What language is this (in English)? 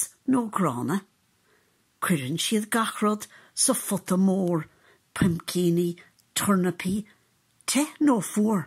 Irish